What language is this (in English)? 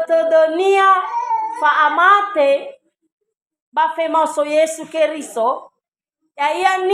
Nias